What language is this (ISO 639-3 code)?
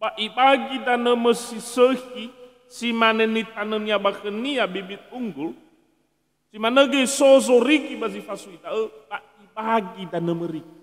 nia